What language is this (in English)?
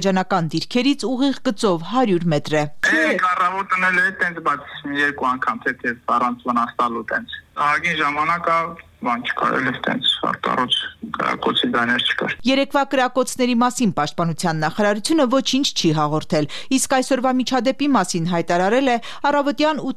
Armenian